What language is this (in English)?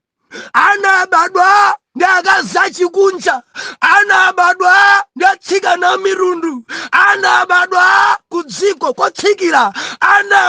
Nyanja